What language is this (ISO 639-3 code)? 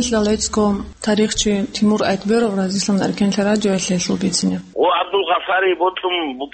ava